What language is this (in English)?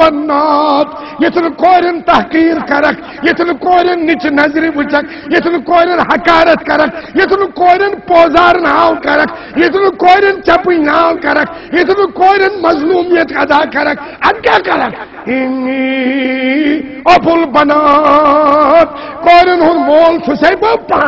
Kashmiri